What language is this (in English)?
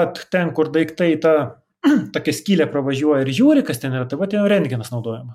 Lithuanian